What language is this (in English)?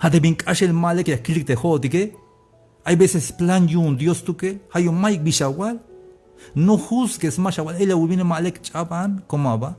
Tzeltal